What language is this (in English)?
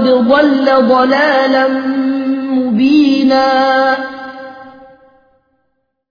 Arabic